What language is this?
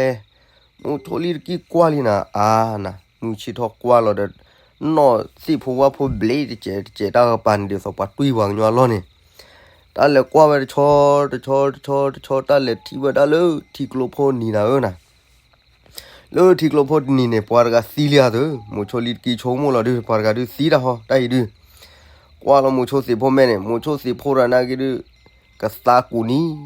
S'gaw Karen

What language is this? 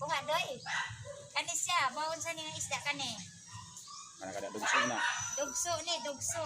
Cebuano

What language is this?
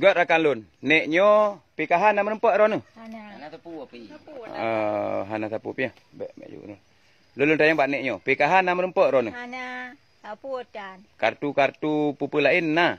Achinese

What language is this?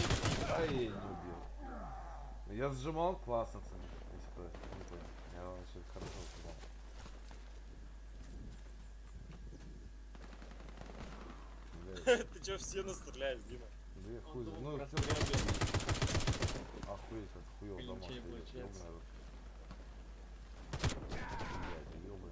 Russian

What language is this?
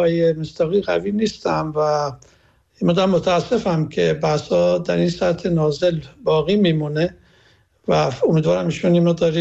Persian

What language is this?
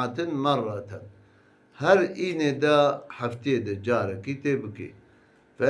Kurdish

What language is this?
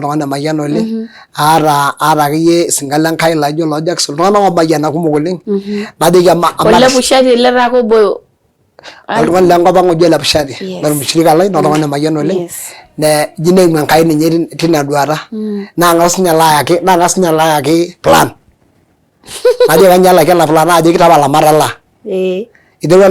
Masai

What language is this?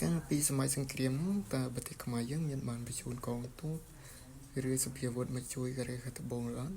Khmer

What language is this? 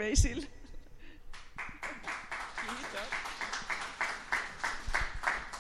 Finnish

